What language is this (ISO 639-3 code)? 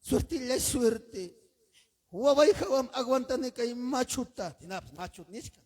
quy